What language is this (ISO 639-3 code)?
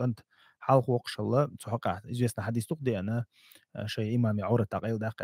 che